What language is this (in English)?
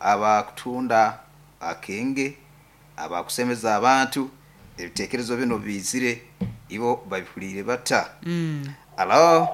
Nyoro